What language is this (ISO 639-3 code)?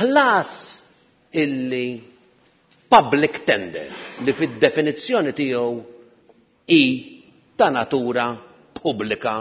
mlt